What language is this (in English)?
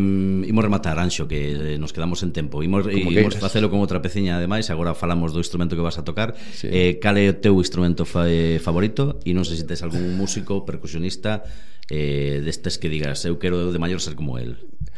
Galician